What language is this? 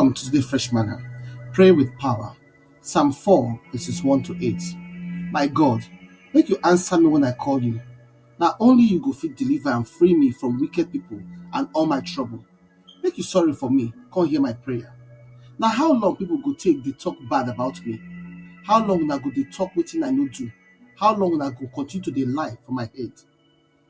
Nigerian Pidgin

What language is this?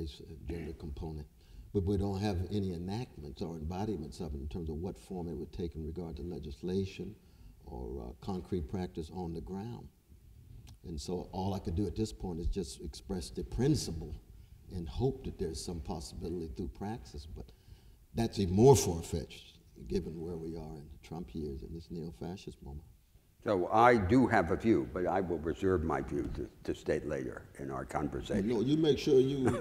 English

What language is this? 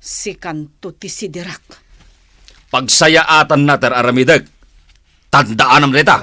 Iloko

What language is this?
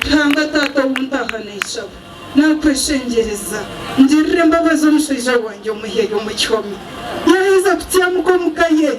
Nyankole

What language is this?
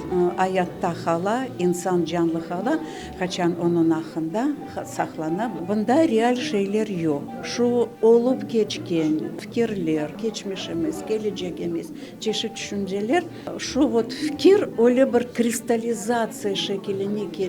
Crimean Tatar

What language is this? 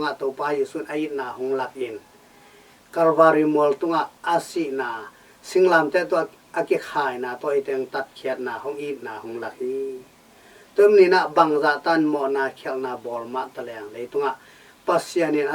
Tedim Chin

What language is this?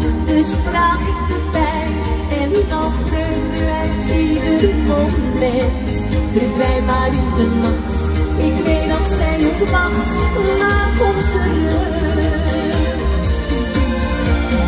Dutch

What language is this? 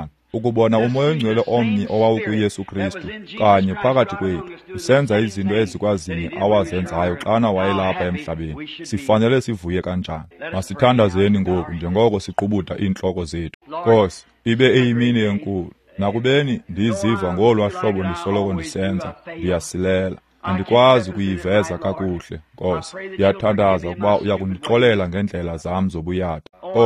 Xhosa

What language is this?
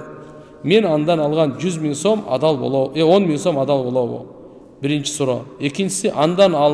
Kyrgyz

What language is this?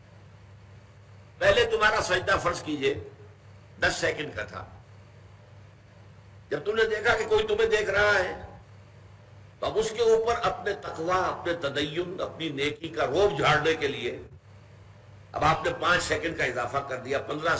Urdu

